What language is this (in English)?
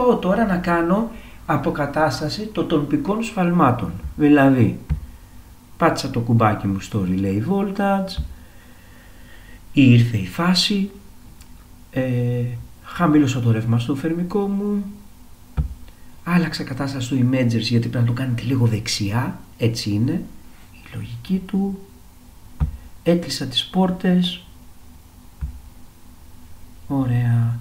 Greek